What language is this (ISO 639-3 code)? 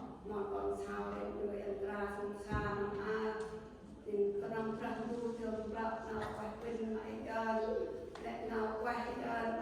cmo